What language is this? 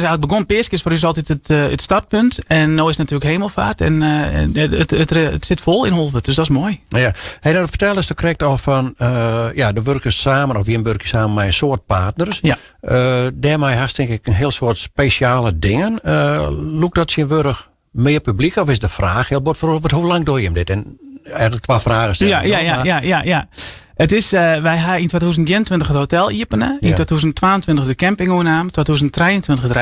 Western Frisian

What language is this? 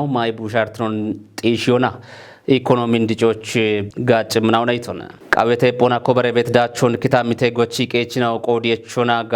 Kafa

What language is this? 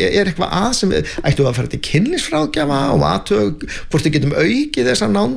Icelandic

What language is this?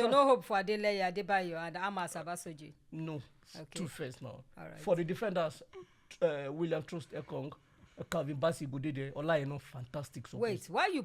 Nigerian Pidgin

